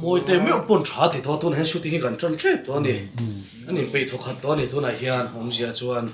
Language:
Mizo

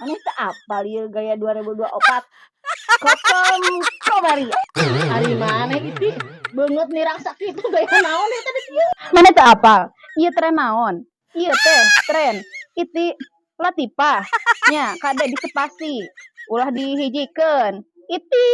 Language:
Sundanese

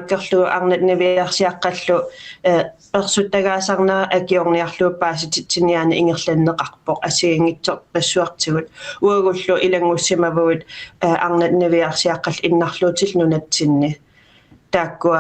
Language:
Kalaallisut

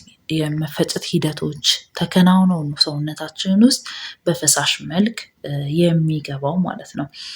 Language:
Amharic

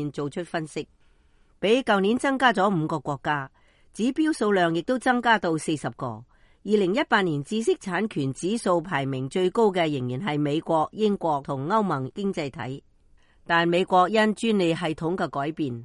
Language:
Cantonese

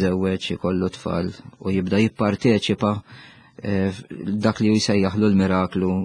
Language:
Maltese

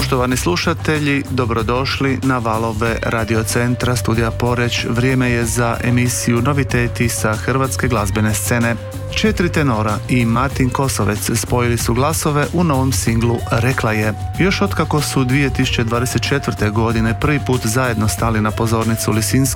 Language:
Croatian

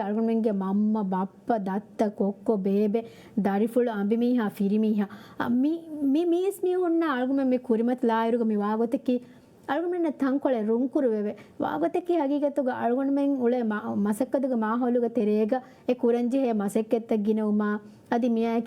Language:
Divehi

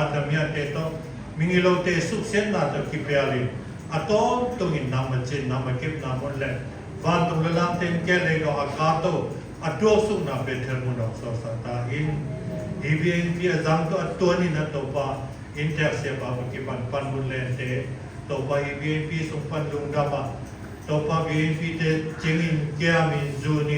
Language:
Siyin Chin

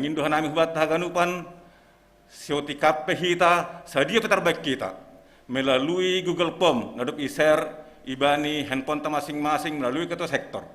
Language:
Batak Simalungun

